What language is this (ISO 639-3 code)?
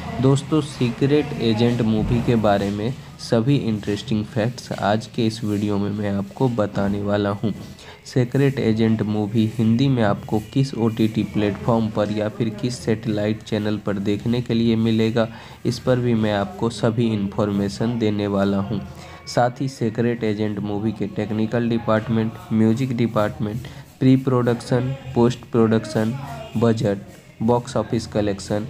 hin